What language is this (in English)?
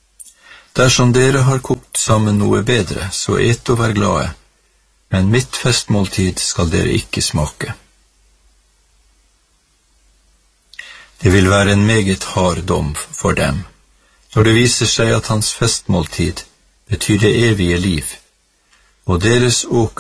Norwegian